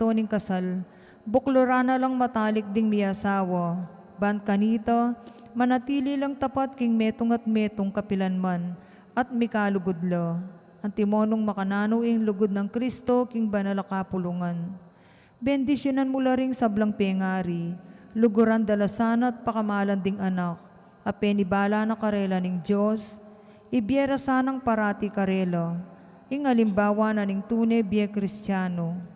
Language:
Pampanga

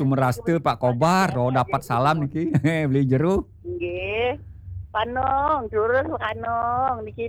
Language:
Balinese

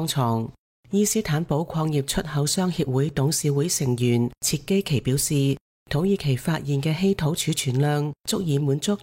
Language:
Cantonese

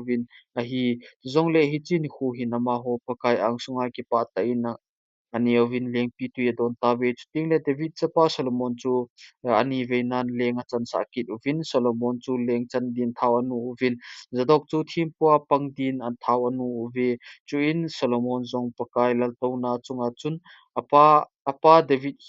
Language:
Thado Chin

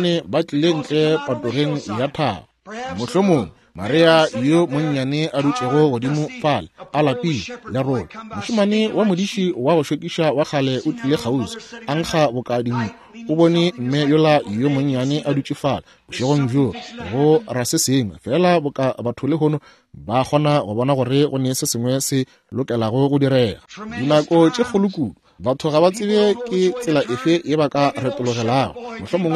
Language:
Northern Sotho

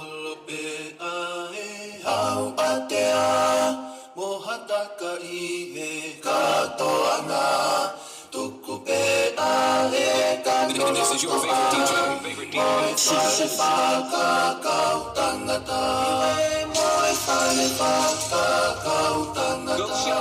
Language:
Tongan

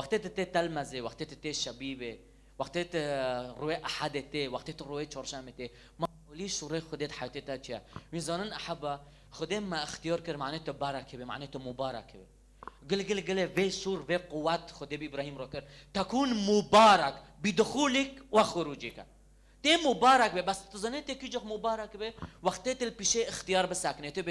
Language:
Kurdish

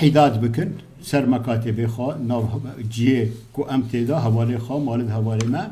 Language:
Kurdish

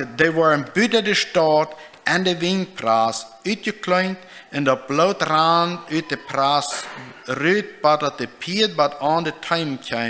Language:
Plautdietsch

